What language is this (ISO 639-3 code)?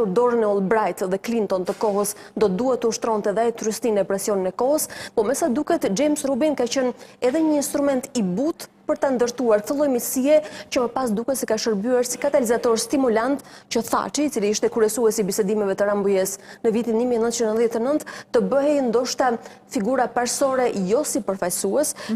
sqi